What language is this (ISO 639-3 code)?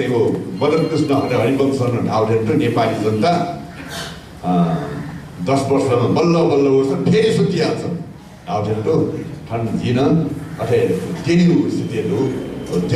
new